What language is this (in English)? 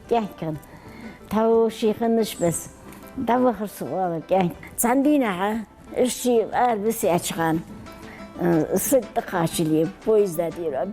Ingush